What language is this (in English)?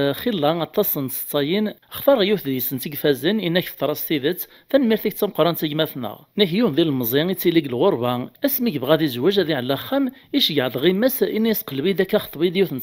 Kabyle